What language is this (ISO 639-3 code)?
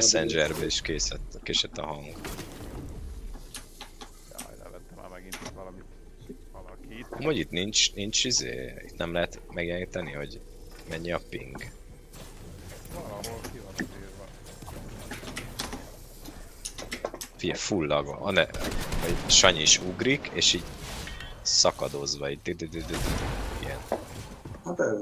hun